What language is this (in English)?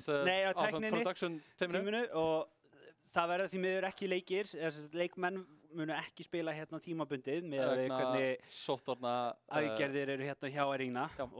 Icelandic